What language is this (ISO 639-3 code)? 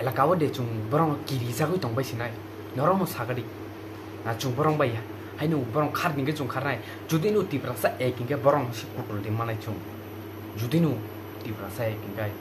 trp